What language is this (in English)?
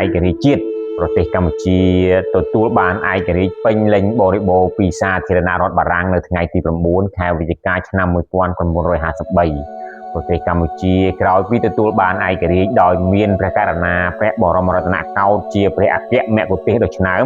Khmer